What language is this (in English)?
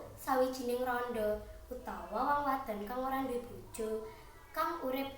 Javanese